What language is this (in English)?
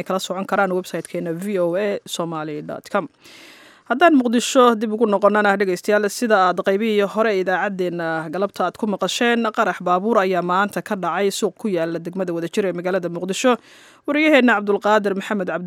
Somali